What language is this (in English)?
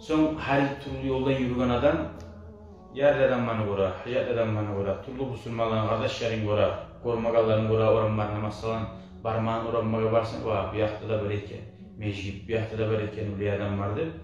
Kumyk